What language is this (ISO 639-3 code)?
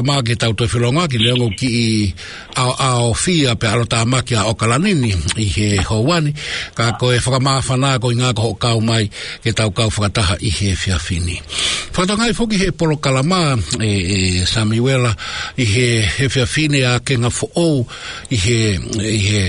ton